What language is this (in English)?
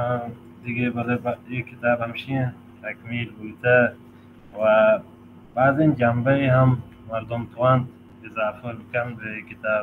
Baluchi